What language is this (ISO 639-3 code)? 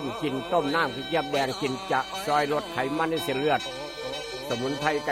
tts